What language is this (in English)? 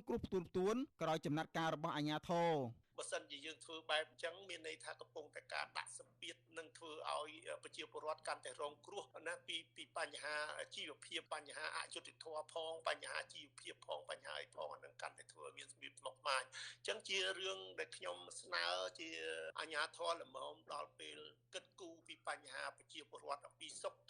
Khmer